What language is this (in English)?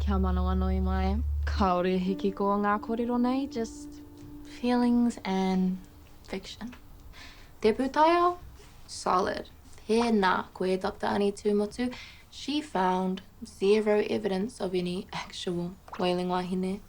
Māori